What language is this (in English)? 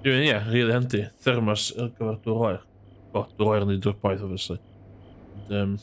Welsh